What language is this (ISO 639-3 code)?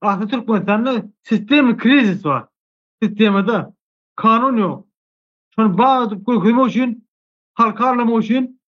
tuk